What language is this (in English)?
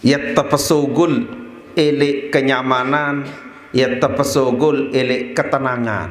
Sasak